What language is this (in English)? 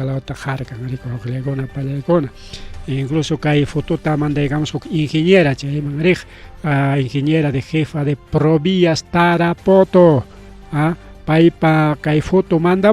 Ayacucho Quechua